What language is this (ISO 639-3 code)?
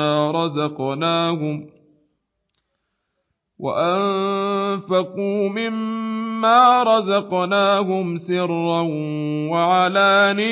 ara